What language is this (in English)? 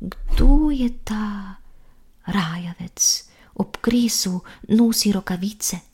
Slovenian